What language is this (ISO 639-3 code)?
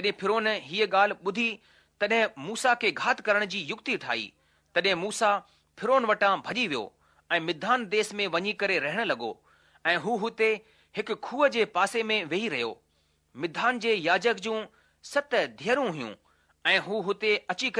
snd